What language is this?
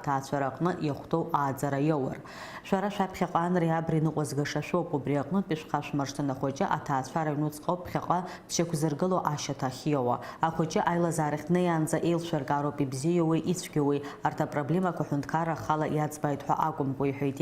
Abkhazian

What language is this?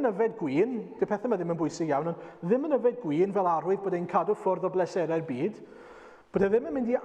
Welsh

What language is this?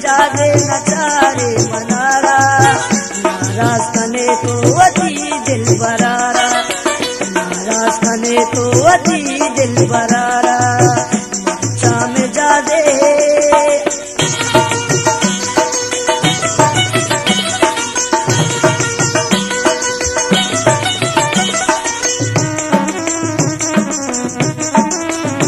Baluchi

